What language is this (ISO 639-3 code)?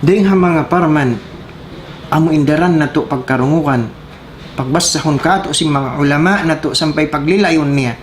tsg